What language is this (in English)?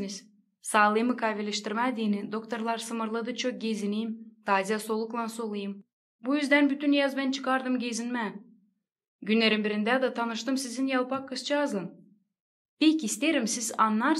Gagauz